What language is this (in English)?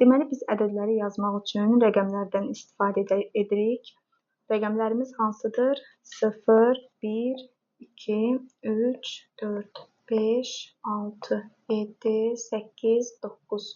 Azerbaijani